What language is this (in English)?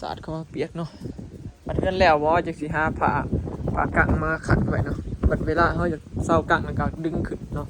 Lao